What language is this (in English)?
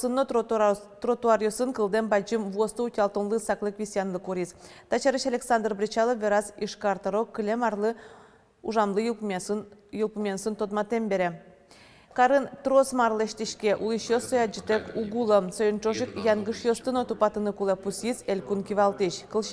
Udmurt